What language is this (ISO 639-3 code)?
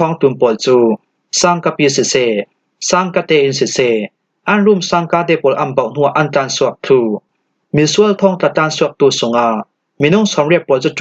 cfm